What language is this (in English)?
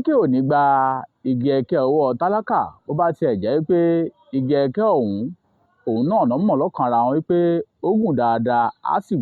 Yoruba